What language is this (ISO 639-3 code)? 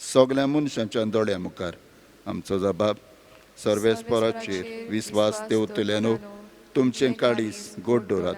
kok